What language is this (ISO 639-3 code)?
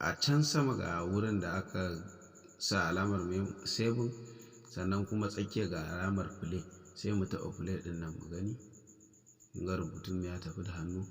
hau